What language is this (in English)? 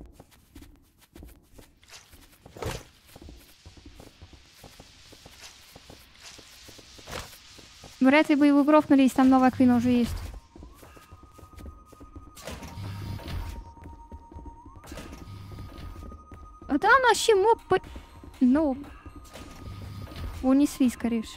Russian